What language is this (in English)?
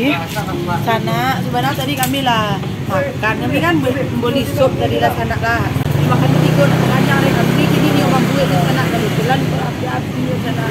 Minangkabau